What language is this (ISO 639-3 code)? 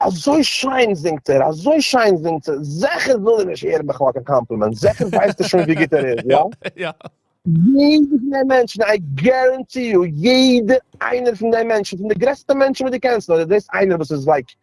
yid